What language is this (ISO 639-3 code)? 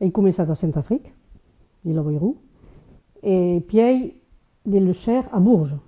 oci